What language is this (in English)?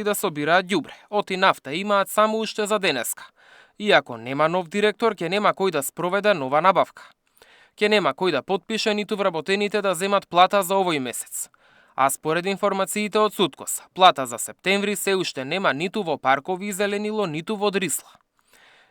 Macedonian